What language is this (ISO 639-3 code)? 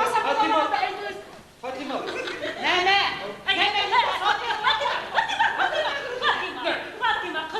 bak